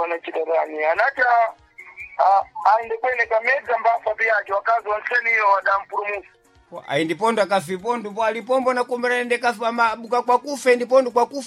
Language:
Sena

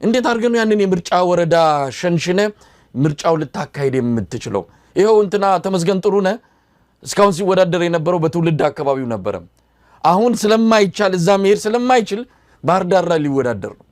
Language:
Amharic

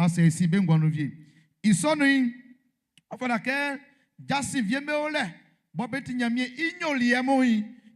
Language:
Baoulé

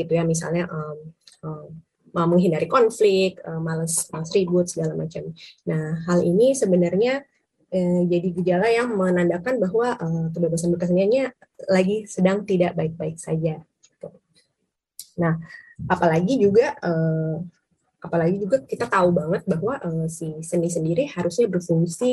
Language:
Indonesian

